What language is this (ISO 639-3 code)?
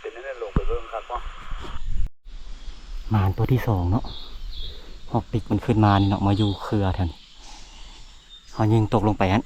lao